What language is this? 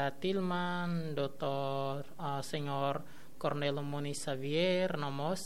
Tetum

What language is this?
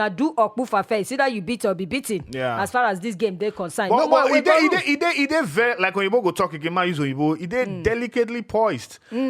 Nigerian Pidgin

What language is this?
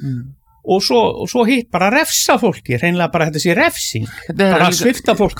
Icelandic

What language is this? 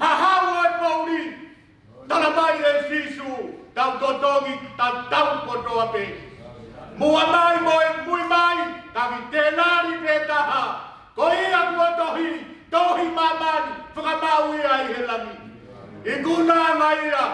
Tongan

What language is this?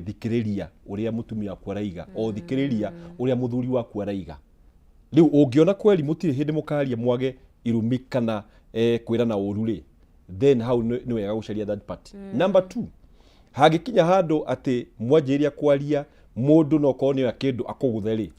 Kikuyu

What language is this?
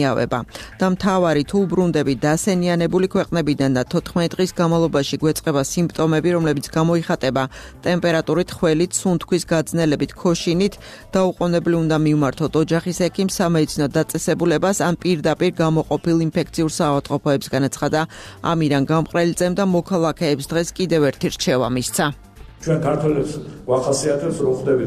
Georgian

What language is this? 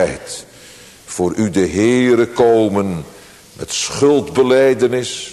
Dutch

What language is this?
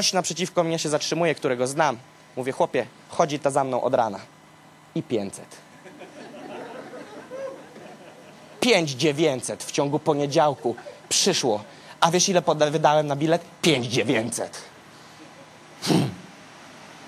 Polish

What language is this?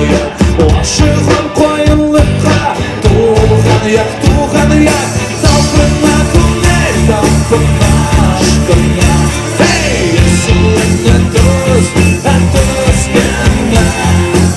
Kazakh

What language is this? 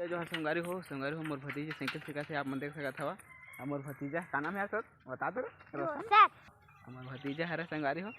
Chhattisgarhi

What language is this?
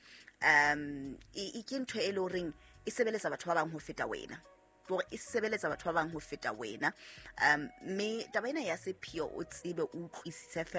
Southern Sotho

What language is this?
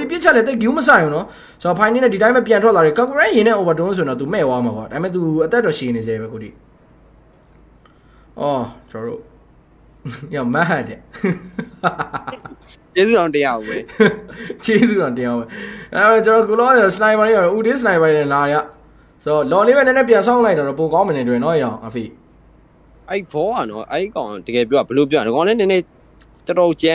Burmese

